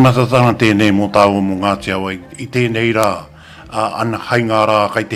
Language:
Māori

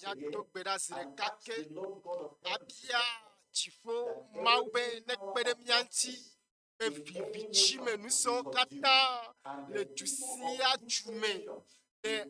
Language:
Ewe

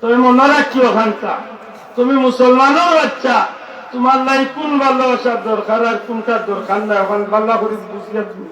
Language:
Sylheti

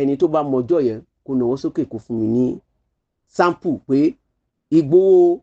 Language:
Yoruba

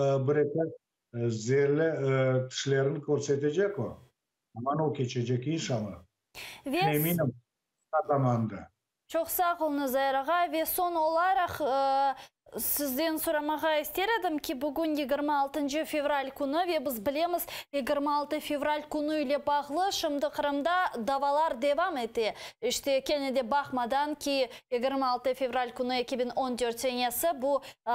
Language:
Crimean Tatar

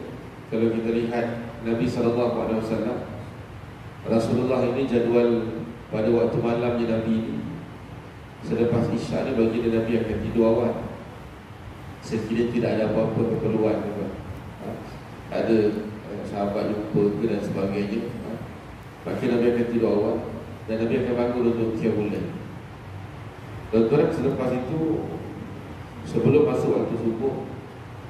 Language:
Malay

